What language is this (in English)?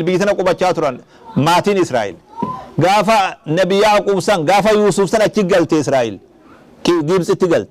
Oromo